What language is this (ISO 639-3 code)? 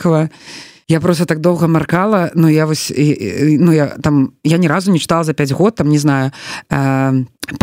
bel